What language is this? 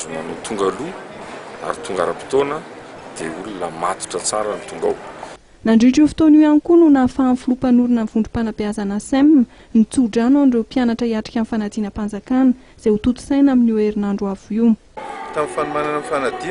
Malagasy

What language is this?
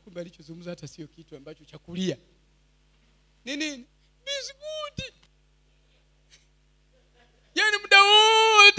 Swahili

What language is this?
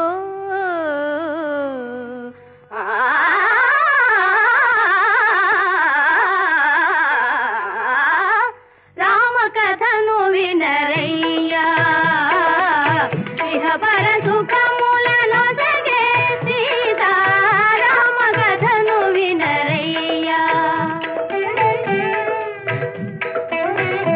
Telugu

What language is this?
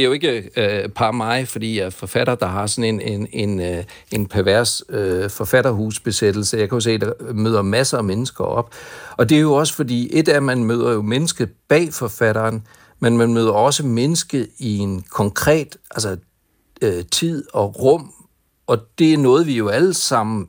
Danish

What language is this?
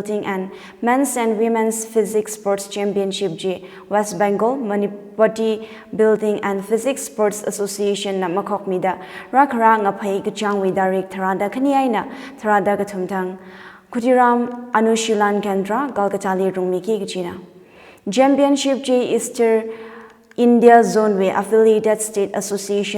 Tangkhul Naga (India)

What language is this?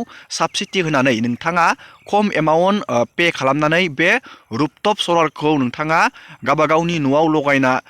Bodo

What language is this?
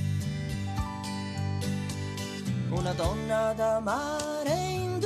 Italian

